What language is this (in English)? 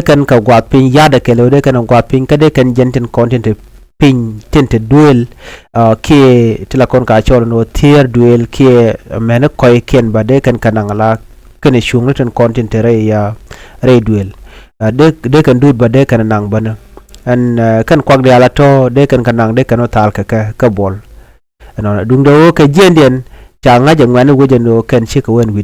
Nuer